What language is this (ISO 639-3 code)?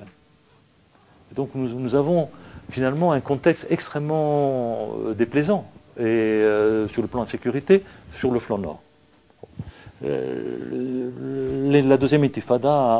fra